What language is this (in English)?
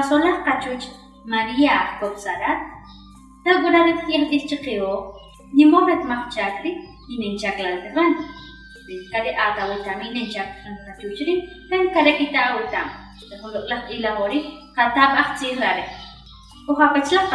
Uspanteco